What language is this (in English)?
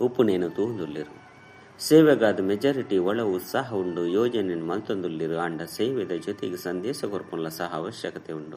Tulu